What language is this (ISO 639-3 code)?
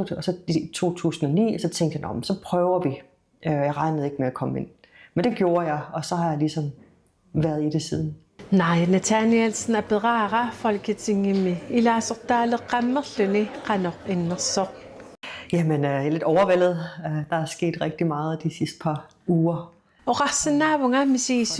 kal